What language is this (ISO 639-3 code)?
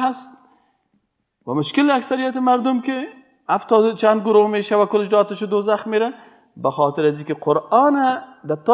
fas